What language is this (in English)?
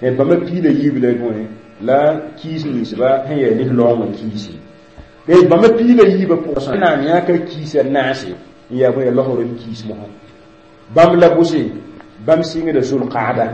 Mossi